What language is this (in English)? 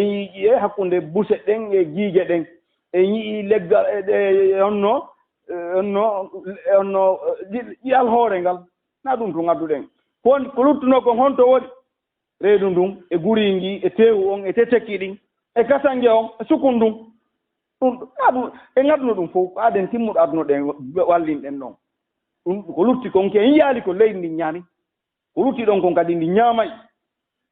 Fula